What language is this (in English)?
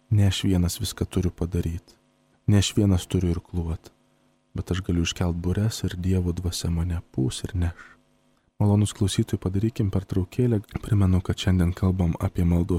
Lithuanian